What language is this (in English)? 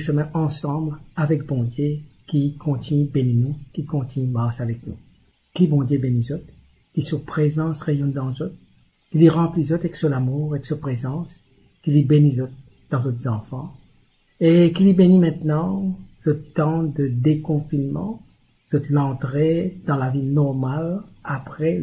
Morisyen